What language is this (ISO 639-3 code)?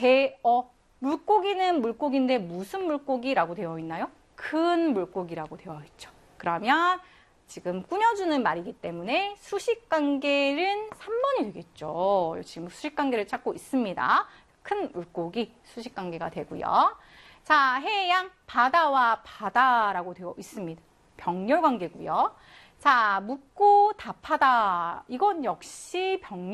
kor